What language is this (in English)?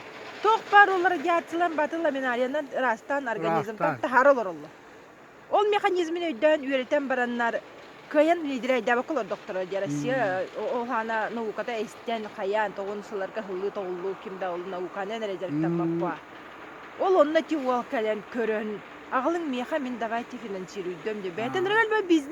Yakut